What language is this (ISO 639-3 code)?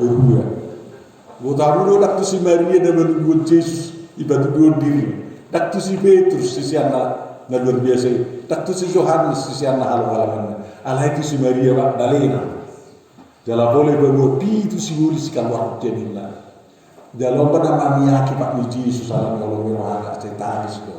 bbc